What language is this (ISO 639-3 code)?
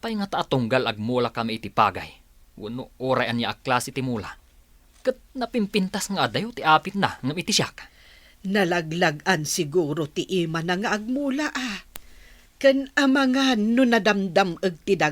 ilo